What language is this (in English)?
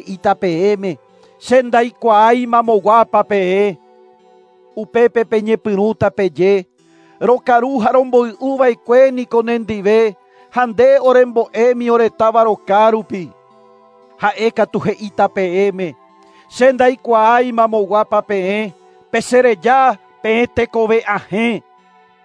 Guarani